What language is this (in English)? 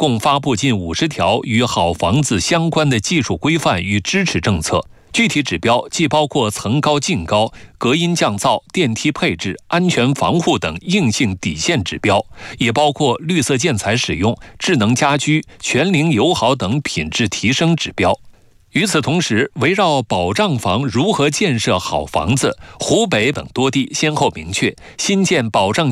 Chinese